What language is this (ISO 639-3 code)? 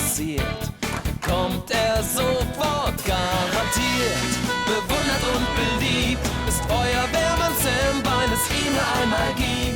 gsw